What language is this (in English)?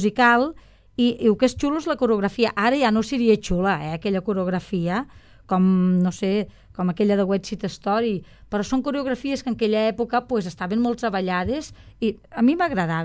Catalan